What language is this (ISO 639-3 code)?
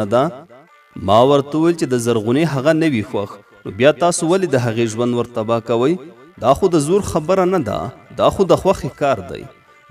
pus